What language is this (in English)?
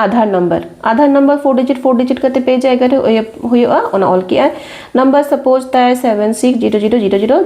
Santali